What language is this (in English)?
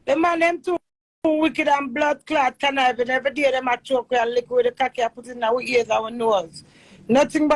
Jamaican Creole English